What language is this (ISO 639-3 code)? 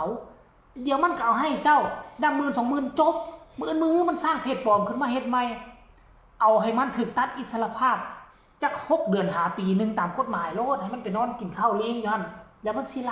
lao